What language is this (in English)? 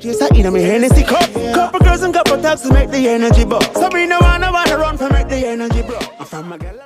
Jamaican Creole English